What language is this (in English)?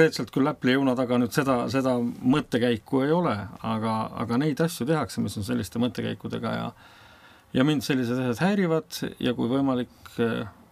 Estonian